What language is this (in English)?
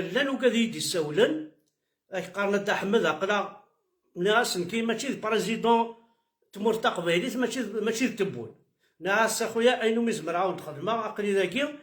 Kabyle